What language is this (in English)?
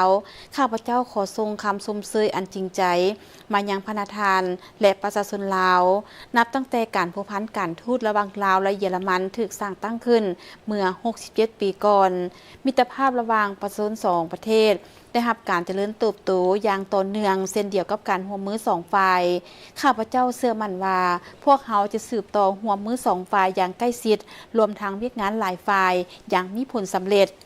Lao